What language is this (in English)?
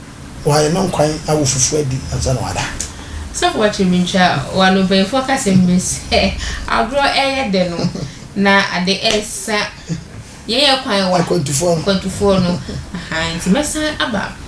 Akan